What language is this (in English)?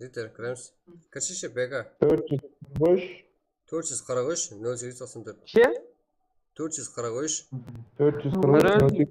Kara-Kalpak